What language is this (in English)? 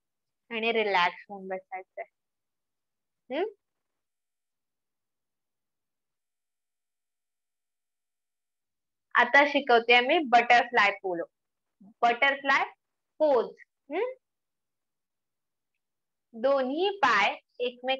Marathi